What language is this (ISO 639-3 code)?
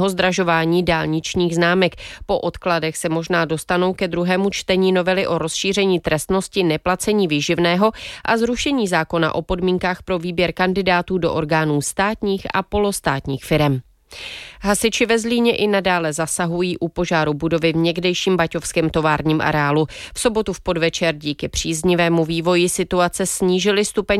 ces